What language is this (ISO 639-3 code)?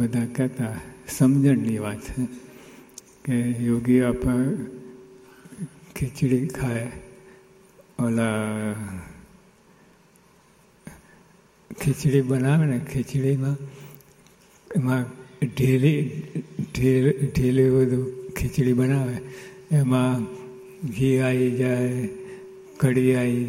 guj